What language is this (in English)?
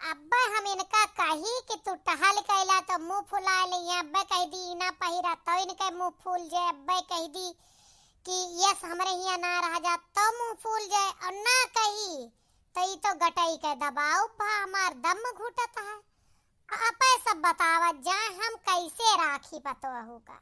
Awadhi